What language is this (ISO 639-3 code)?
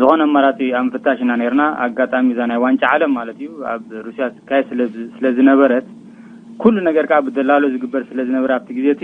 tir